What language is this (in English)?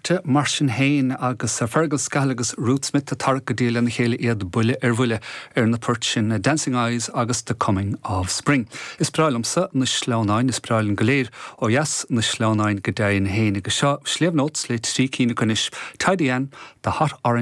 Irish